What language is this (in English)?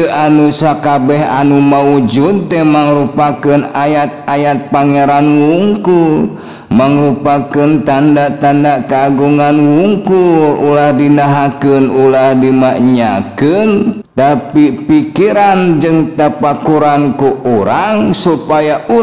Sundanese